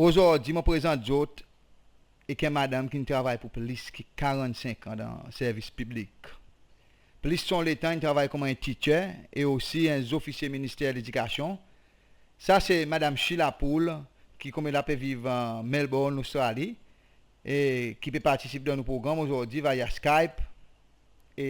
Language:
Seselwa Creole French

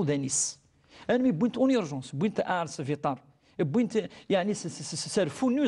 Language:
Kabyle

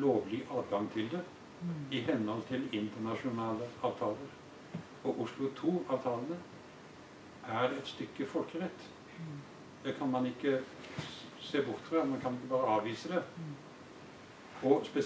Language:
Norwegian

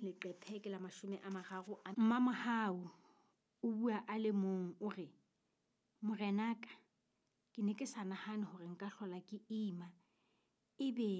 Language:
Southern Sotho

